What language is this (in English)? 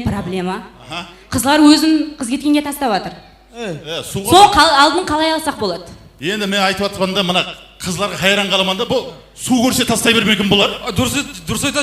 Kara-Kalpak